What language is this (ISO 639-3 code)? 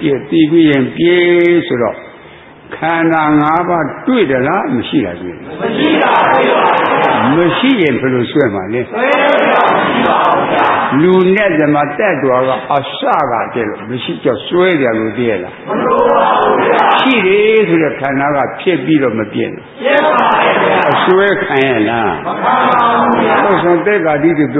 mya